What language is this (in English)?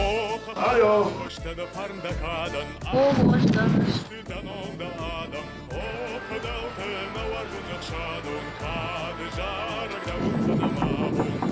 Ossetic